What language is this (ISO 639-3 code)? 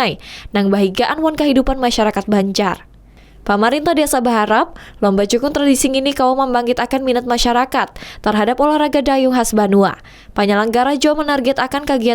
bjn